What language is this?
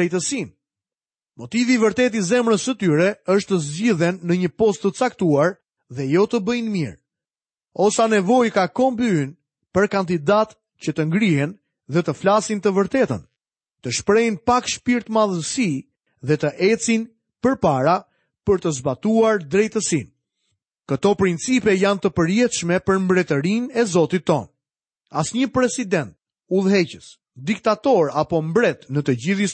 Albanian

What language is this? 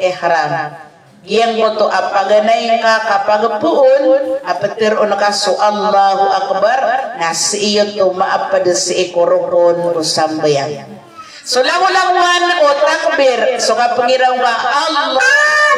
Maranao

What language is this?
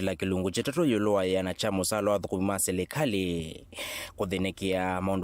Kamba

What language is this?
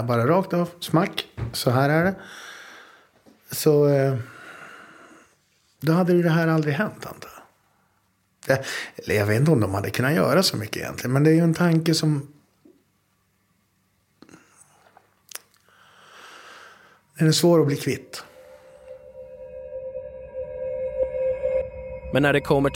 Swedish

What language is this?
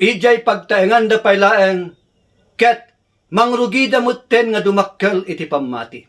Iloko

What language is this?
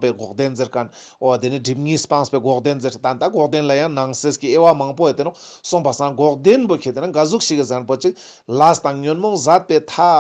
Ladakhi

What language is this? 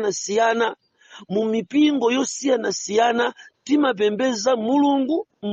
Nyanja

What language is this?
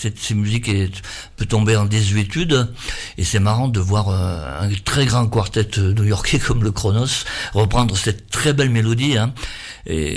French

